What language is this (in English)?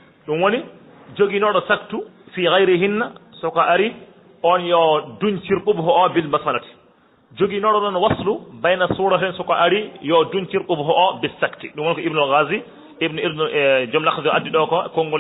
Fula